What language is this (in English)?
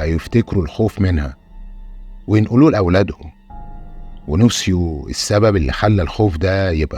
Egyptian Arabic